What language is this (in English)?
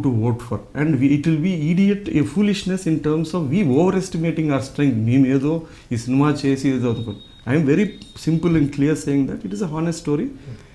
Telugu